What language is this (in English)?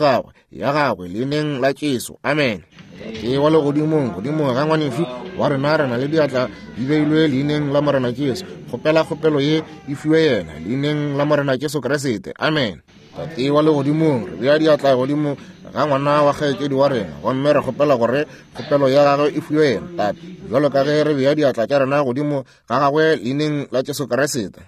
Northern Sotho